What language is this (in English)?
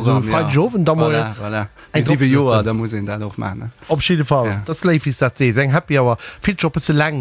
Luxembourgish